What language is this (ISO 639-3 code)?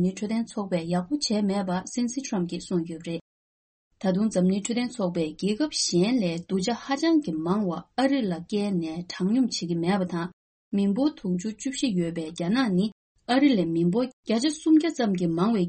bod